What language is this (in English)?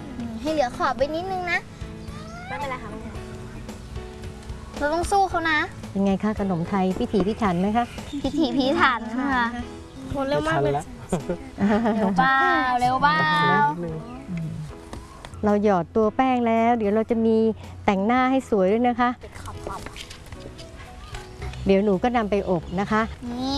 Thai